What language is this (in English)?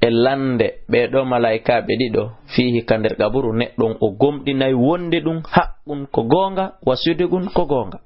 Fula